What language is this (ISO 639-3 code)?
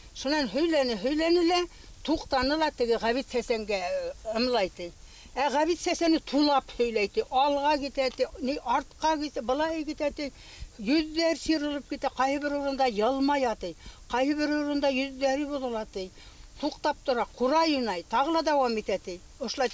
bak